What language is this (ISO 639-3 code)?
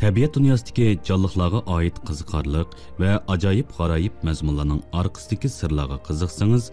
uig